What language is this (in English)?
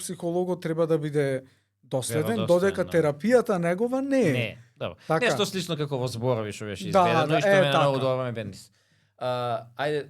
Macedonian